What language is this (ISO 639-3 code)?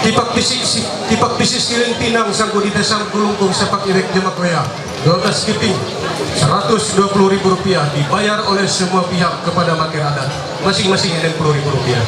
mhy